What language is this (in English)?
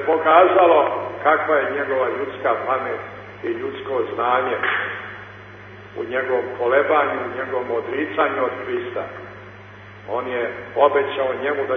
Serbian